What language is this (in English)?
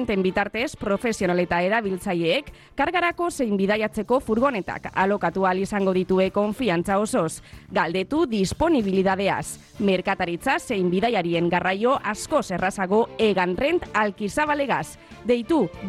Basque